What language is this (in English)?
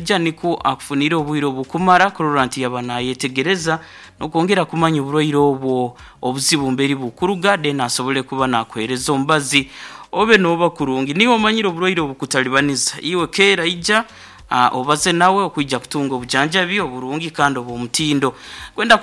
Nyoro